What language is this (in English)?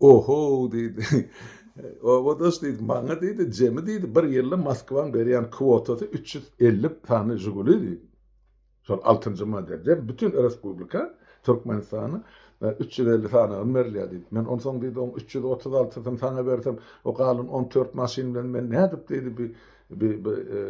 Turkmen